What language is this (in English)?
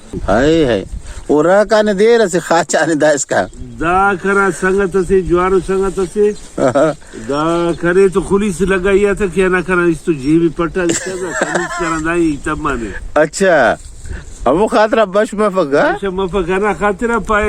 Brahui